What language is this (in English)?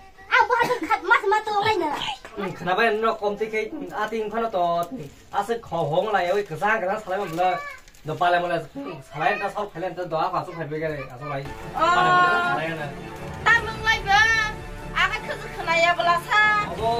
Kok Borok